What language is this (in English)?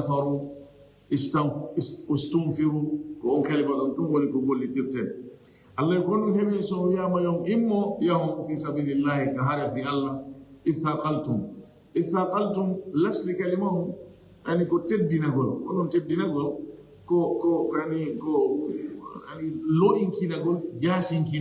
Fula